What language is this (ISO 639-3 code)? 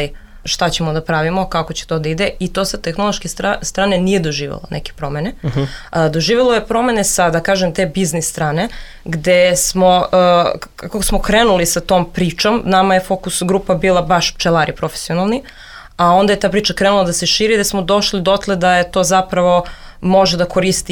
srp